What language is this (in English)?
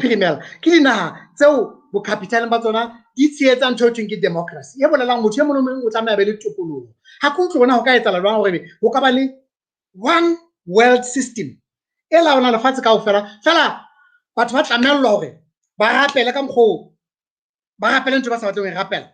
Southern Sotho